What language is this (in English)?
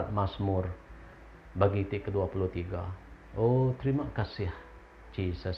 Iban